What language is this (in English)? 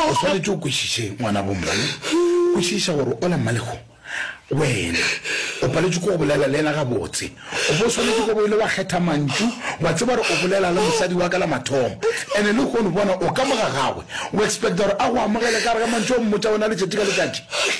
Northern Sotho